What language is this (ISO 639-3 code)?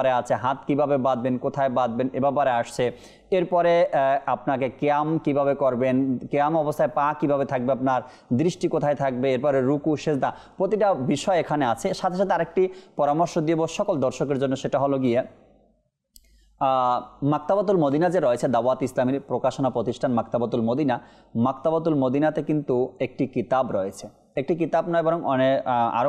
ben